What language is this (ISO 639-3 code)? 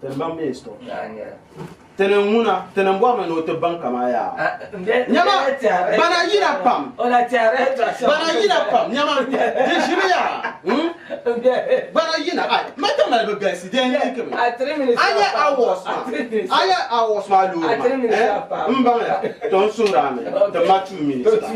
dag